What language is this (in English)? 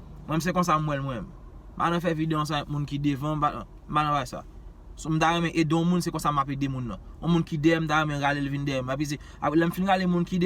Haitian Creole